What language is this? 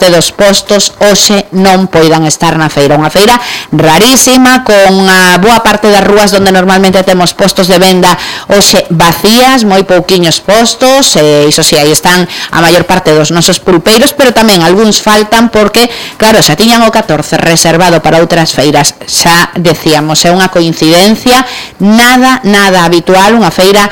Galician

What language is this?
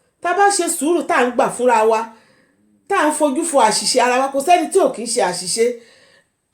Yoruba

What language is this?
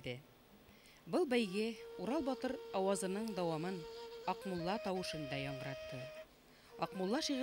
Bashkir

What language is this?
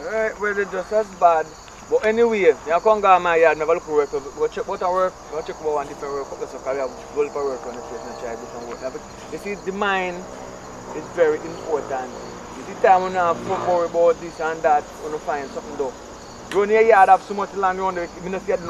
Jamaican Creole English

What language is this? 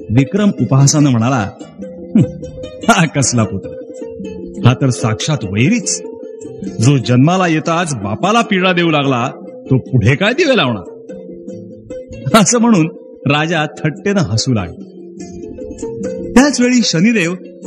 Marathi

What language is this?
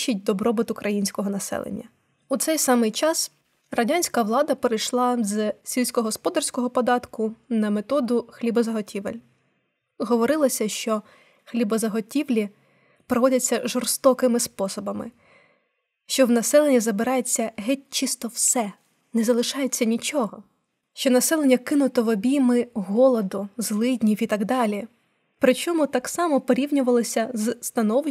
Ukrainian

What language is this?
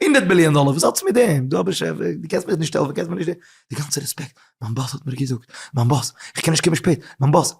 Yiddish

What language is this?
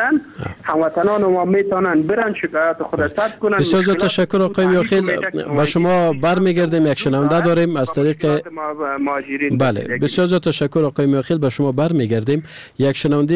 Persian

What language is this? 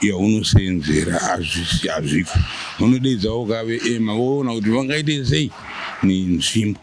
Shona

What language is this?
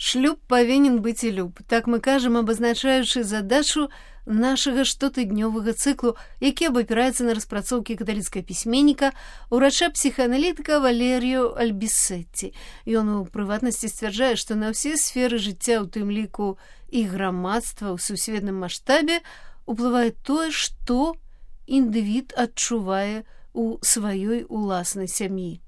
Belarusian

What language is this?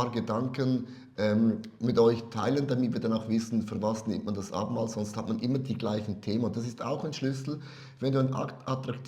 Swiss German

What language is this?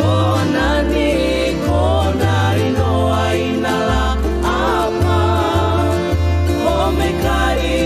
Hawaiian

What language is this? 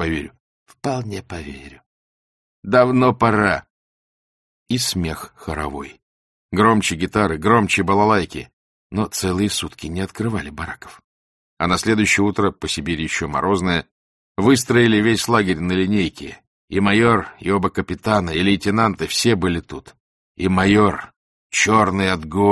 Russian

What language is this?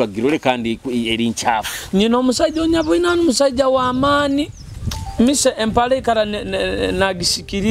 Nyoro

